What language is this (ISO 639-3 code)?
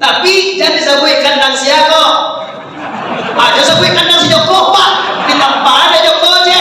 min